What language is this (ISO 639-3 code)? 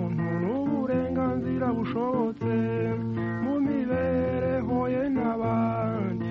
kin